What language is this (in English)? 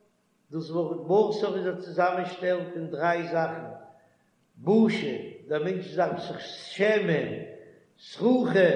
Yiddish